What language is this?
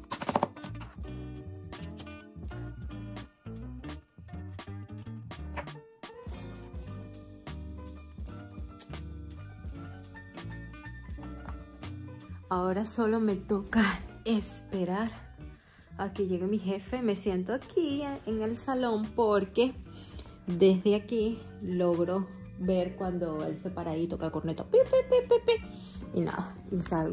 Spanish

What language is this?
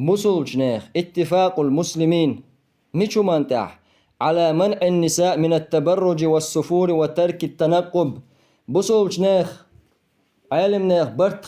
Chechen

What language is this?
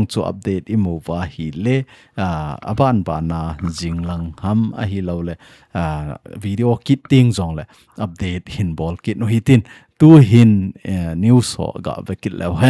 Thado Chin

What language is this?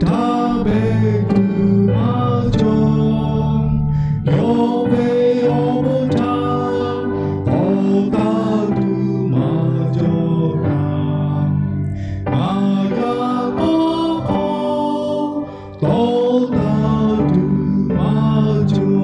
Lahu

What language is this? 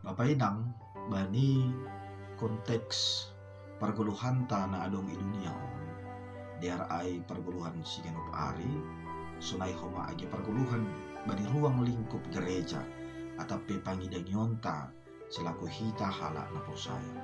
Batak Simalungun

